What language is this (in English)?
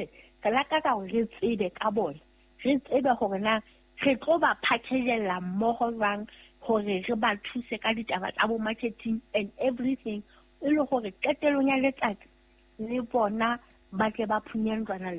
Southern Sotho